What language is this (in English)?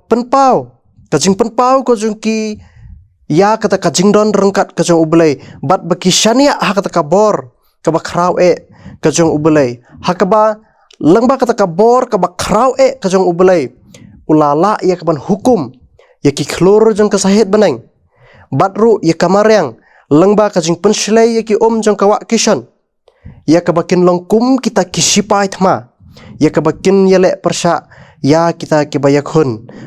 Khasi